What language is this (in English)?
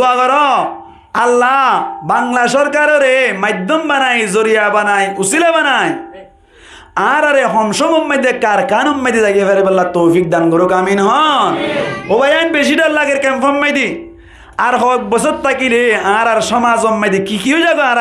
Rohingya